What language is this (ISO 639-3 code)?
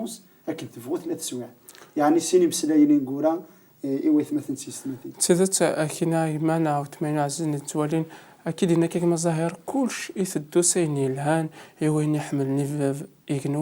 kab